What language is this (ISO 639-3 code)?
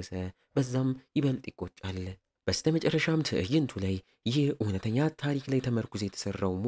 amh